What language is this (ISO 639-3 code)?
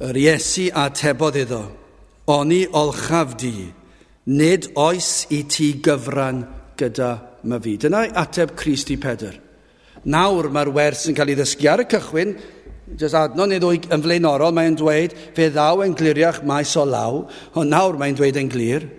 cym